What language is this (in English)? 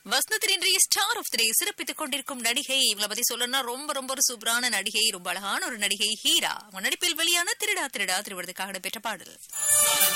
Tamil